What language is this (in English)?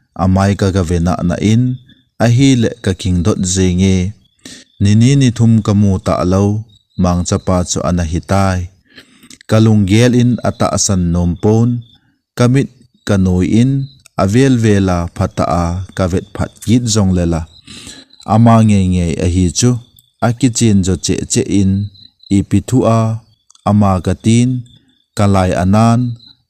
Thado Chin